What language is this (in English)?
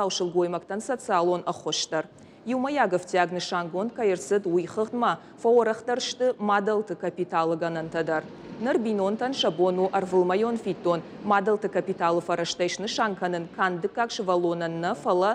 Ossetic